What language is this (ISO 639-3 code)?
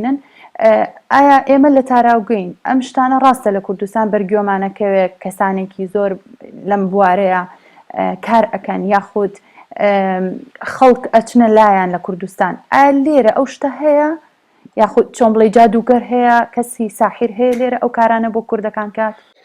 ckb